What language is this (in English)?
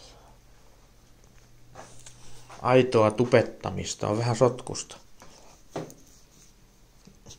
Finnish